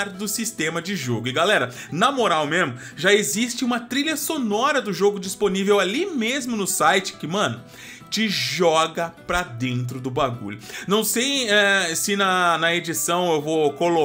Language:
Portuguese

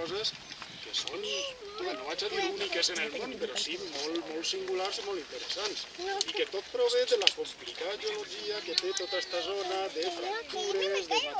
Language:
Catalan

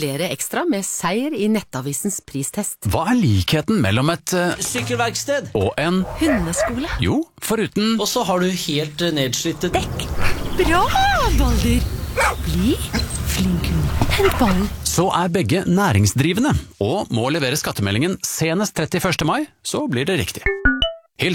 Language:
Norwegian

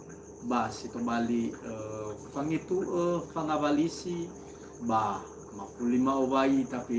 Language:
Nias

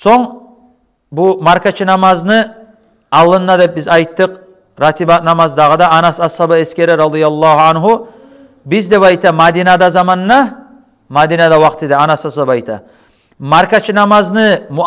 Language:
Kumyk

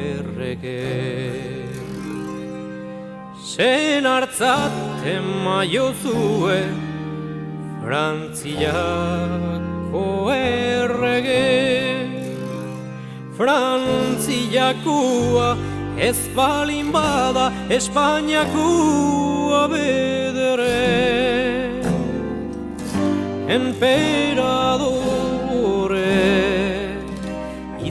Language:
Basque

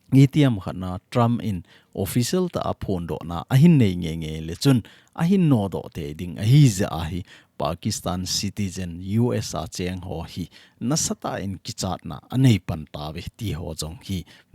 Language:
Thado Chin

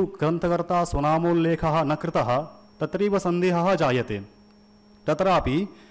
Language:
Sanskrit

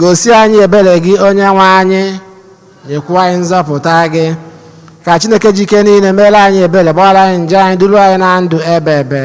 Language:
Igbo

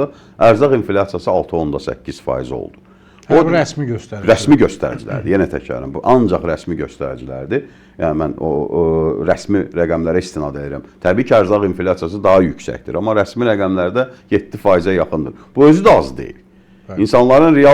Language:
Azerbaijani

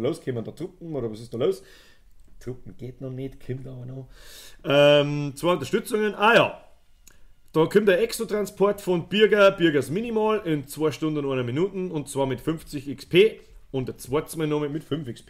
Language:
Bavarian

